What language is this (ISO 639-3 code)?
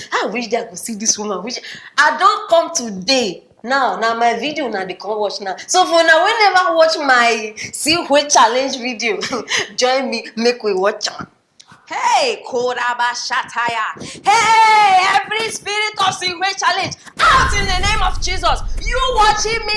pcm